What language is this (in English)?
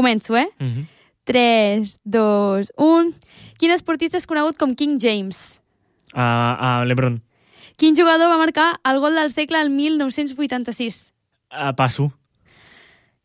Catalan